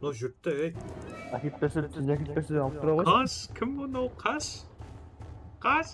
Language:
Kara-Kalpak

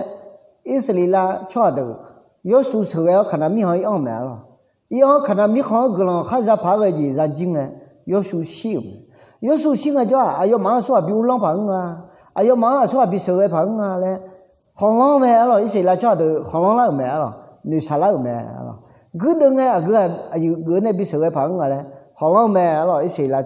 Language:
Akha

